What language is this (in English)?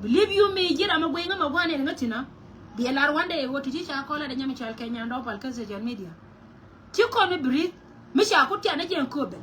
Nuer